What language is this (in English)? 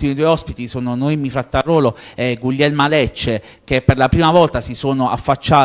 Italian